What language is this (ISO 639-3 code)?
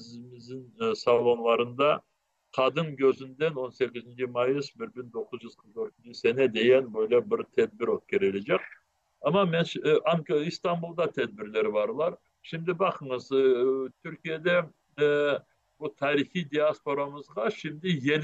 crh